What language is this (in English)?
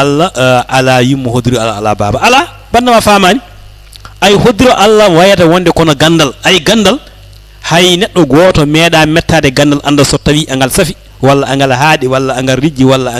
Fula